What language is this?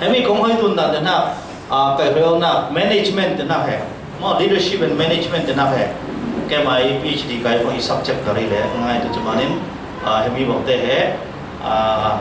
Falam Chin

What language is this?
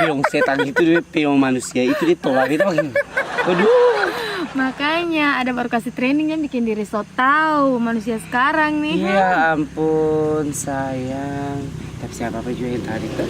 Ambonese Malay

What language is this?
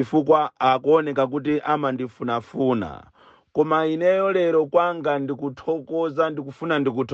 Nyanja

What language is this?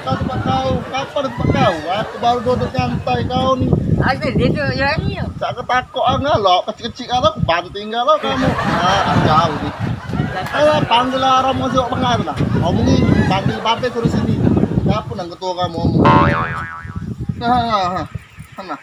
Musi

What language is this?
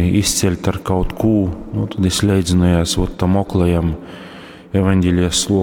Latgalian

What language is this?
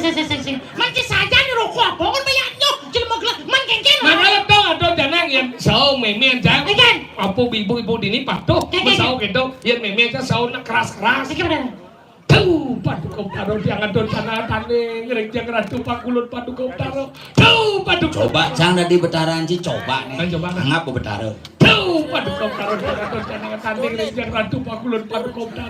Balinese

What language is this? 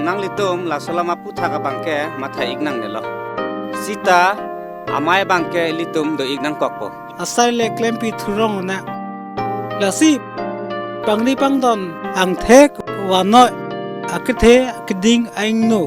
Karbi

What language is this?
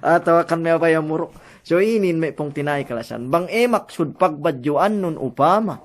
Yakan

